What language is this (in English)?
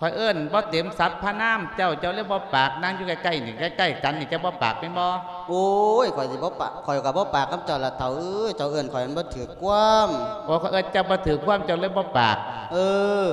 Lao